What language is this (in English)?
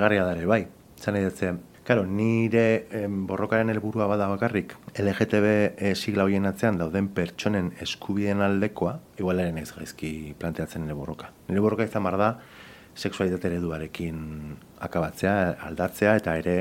Basque